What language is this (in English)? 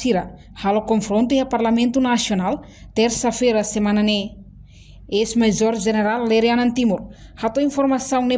Tetum